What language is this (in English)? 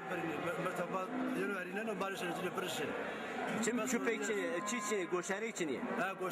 Zaza